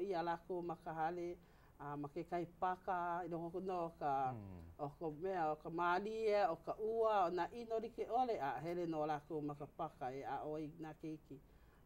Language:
Hawaiian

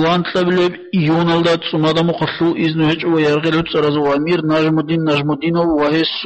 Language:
Avaric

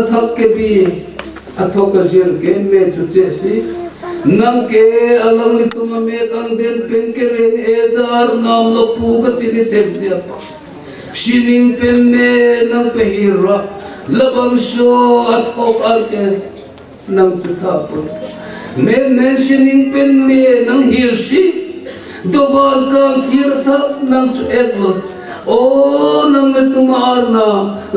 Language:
Karbi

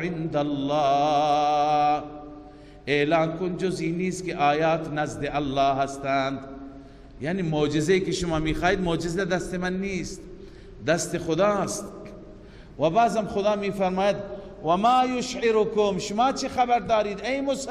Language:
Persian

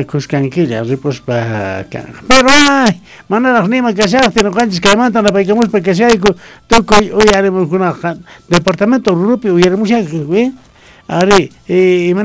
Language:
Quechua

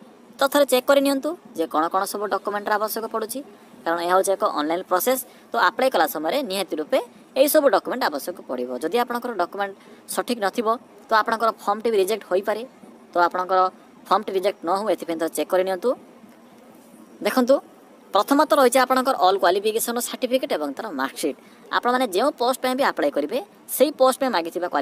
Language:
Odia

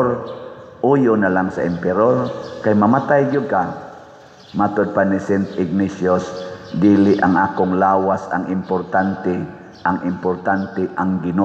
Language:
Cebuano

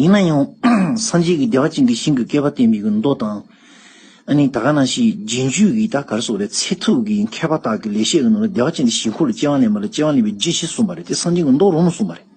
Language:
Tibetan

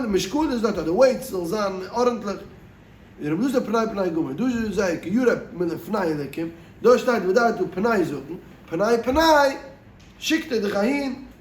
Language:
Yiddish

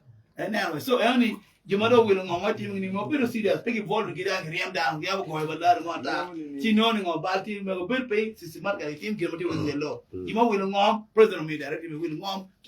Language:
Acoli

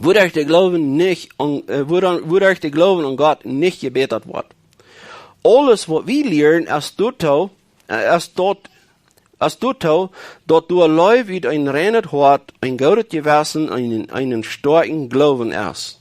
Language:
Plautdietsch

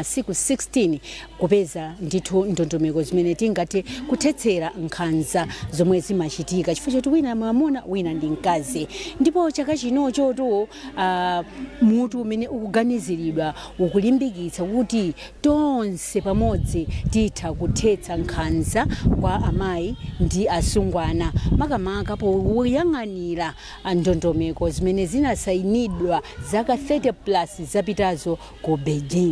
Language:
Nyanja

